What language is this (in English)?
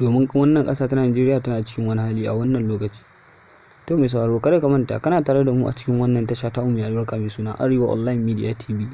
Hausa